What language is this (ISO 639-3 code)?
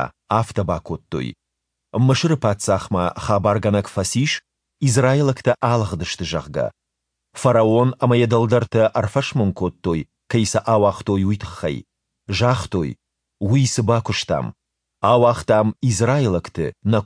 oss